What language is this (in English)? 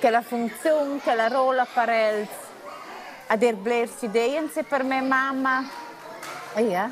Romansh